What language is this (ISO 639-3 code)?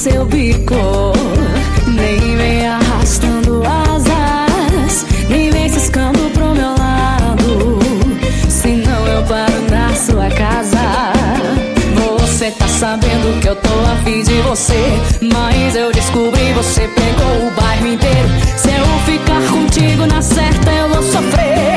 por